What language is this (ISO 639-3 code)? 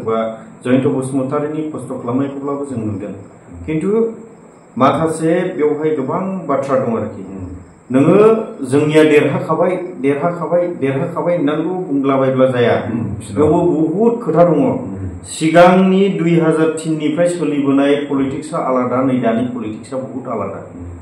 brx